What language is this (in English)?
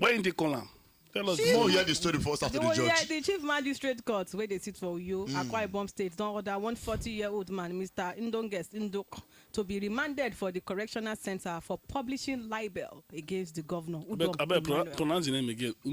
Nigerian Pidgin